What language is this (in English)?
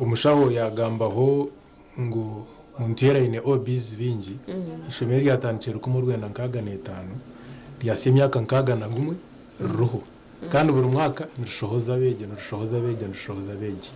Nyankole